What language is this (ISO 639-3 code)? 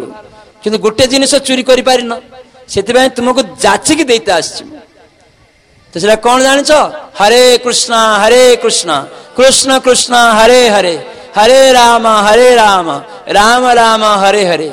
ori